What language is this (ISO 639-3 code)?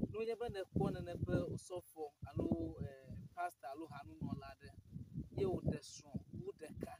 ewe